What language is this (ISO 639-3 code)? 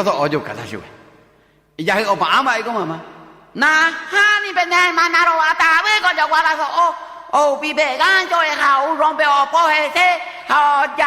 grn